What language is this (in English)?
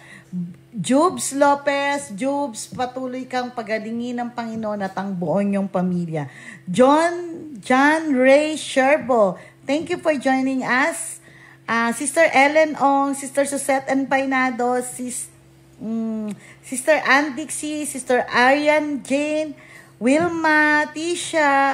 Filipino